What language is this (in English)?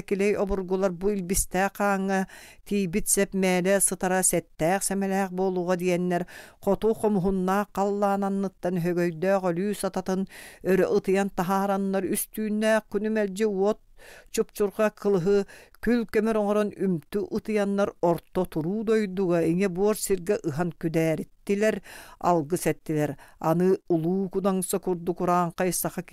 Yakut